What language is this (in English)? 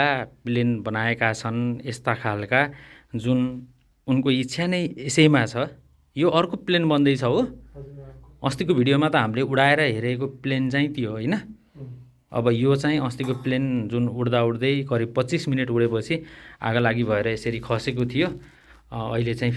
Nepali